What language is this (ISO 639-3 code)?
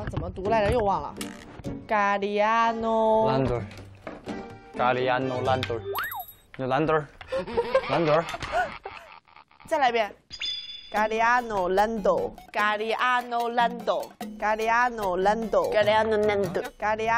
zho